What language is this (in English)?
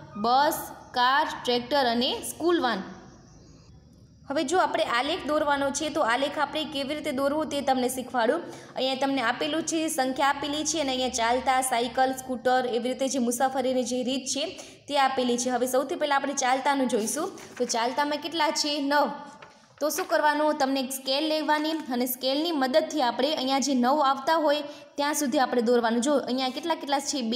Gujarati